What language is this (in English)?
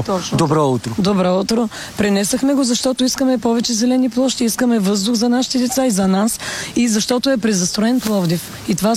Bulgarian